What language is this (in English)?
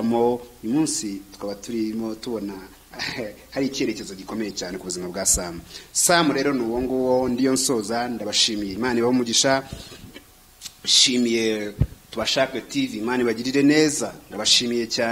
Kinyarwanda